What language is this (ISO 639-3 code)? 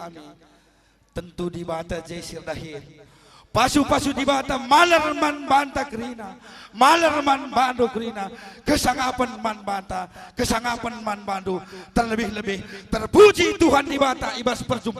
btx